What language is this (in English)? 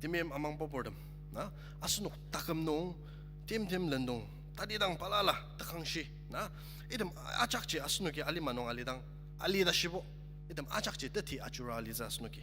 Ao Naga